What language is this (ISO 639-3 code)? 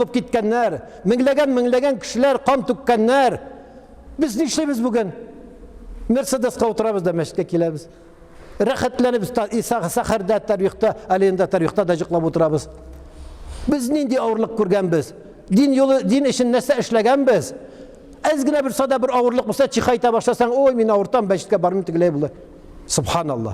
tat